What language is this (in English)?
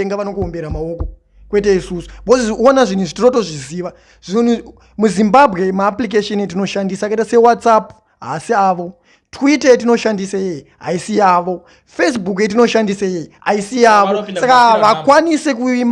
Shona